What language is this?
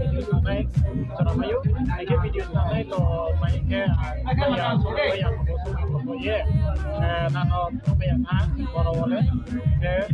Riang (India)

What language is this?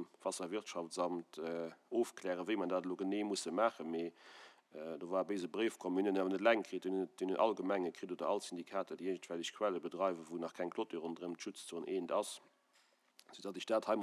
Luxembourgish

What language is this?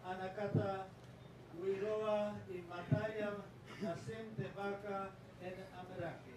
Gilbertese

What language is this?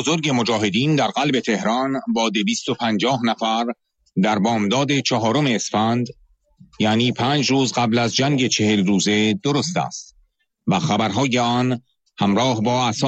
Persian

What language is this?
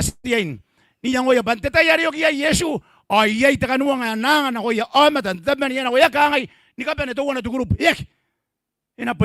Gilbertese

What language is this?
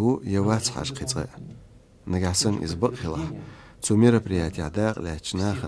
Chechen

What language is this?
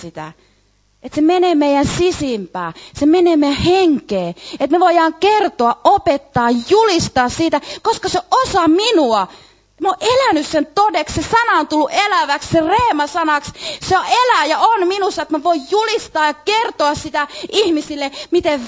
Finnish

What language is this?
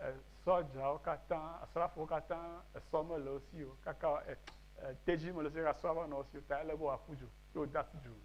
Ewe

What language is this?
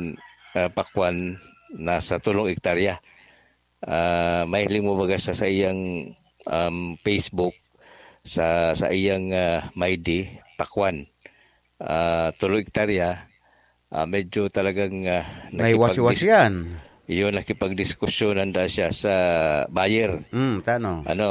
Bikol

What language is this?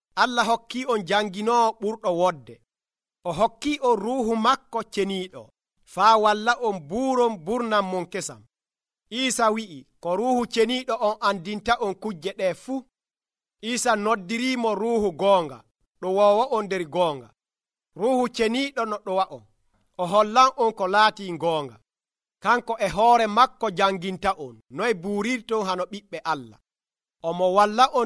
Nigerian Fulfulde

